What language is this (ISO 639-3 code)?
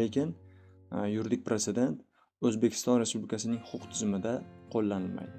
uzb